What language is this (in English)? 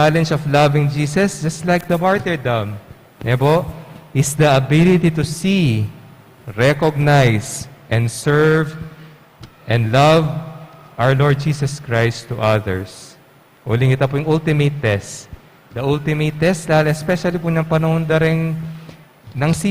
Pampanga